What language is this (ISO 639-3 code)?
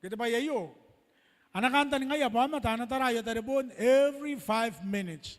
gil